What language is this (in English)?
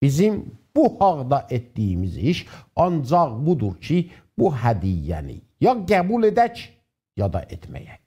South Azerbaijani